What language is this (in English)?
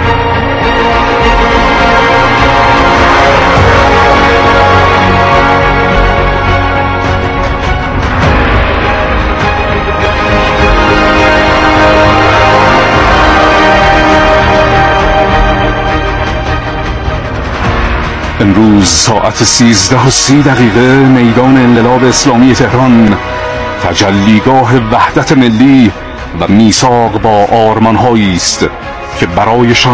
Persian